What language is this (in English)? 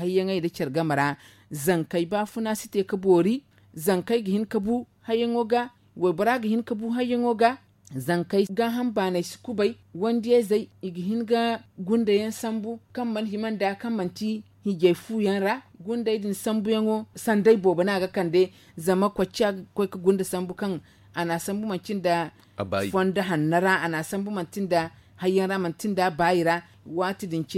Zarma